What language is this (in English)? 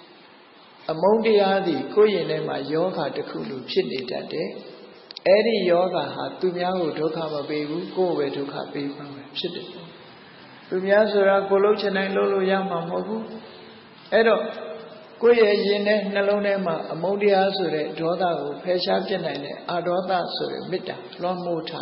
Burmese